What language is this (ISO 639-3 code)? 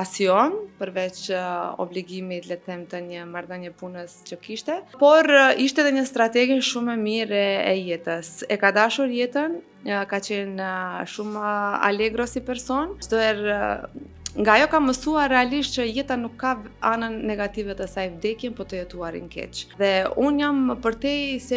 sqi